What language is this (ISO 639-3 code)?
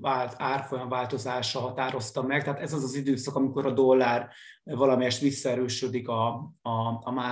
hun